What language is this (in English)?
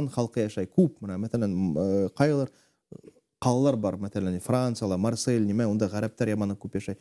Bashkir